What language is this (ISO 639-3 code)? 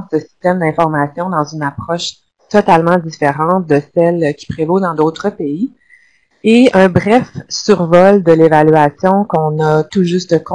fra